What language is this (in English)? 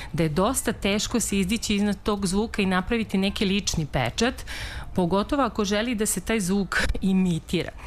Serbian